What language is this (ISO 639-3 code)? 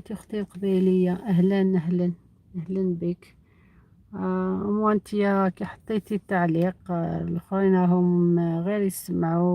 arq